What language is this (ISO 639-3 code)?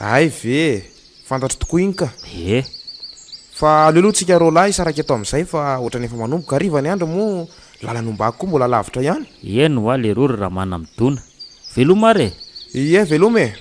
mlg